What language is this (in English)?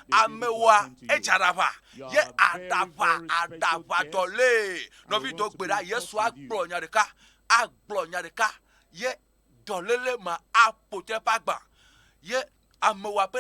Ewe